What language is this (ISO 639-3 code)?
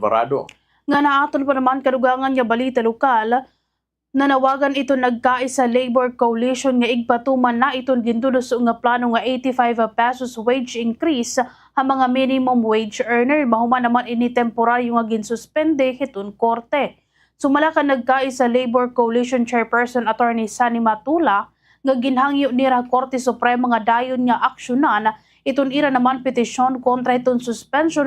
war